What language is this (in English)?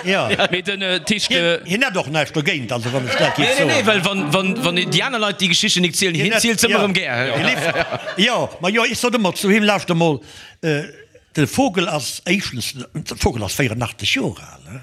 Luxembourgish